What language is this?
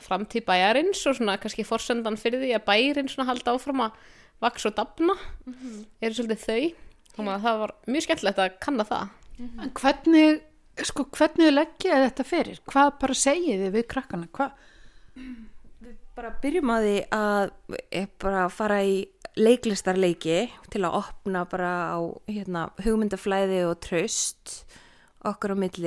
Icelandic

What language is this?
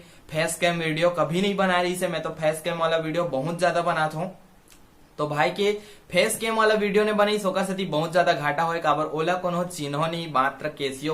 Chhattisgarhi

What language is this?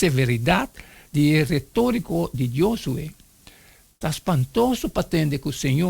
Papiamento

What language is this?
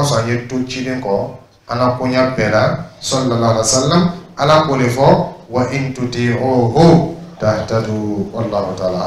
Dyula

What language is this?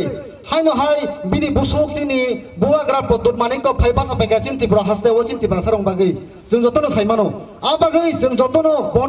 Kok Borok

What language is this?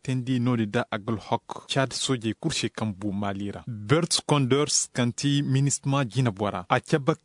Koyraboro Senni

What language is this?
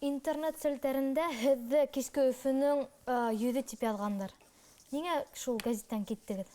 Bashkir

